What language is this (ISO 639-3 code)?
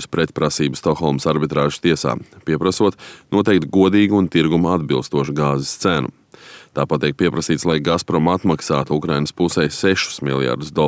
lav